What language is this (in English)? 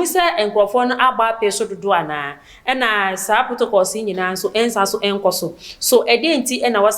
Akan